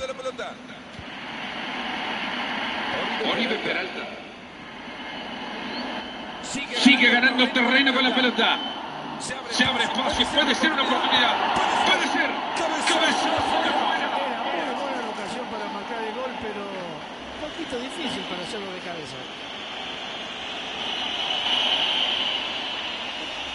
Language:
Spanish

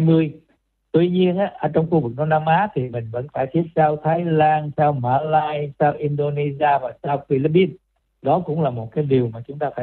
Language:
Vietnamese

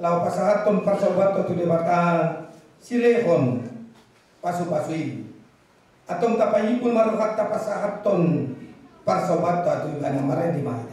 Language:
Batak Toba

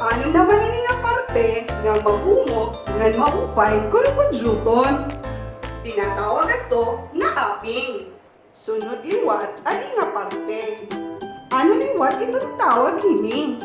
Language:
Waray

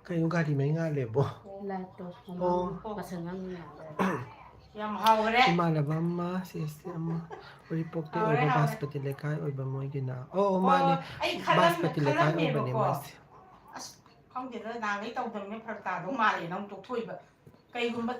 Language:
Manipuri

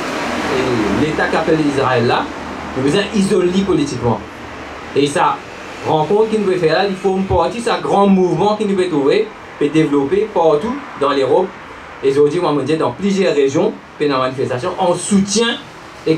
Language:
Morisyen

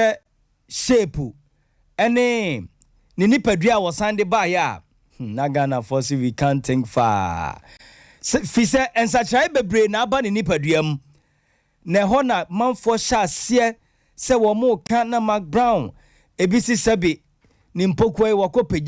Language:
Akan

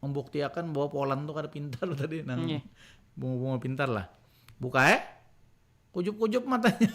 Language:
Banjar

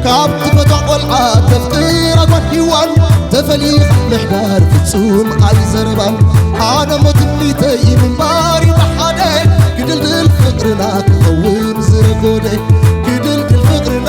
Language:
Tigrinya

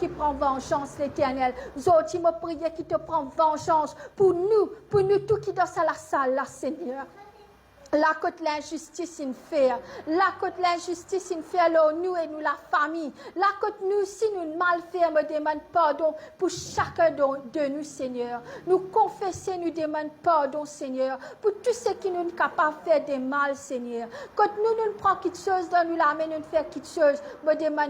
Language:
Morisyen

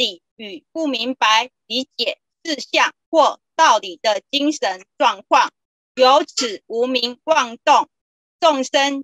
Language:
Chinese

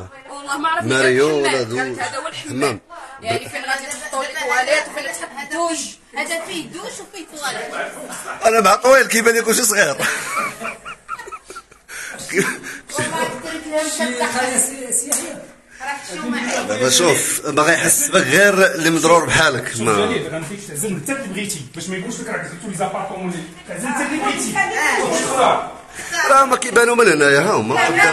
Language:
Moroccan Arabic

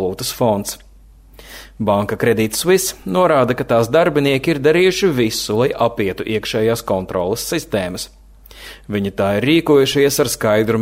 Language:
Latvian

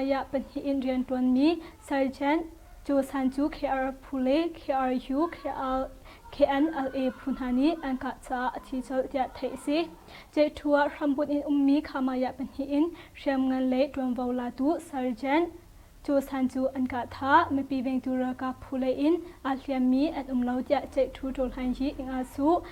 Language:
Hakha Chin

